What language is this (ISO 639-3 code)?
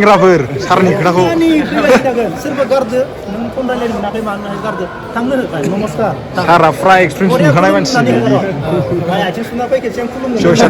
brx